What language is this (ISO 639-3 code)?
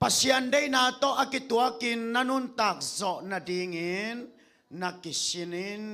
ctd